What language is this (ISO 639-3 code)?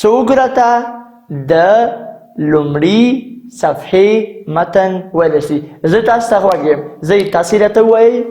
pus